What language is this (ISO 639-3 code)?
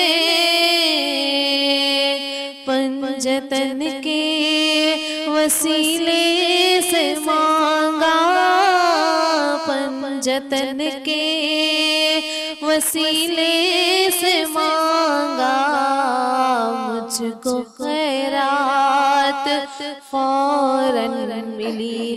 urd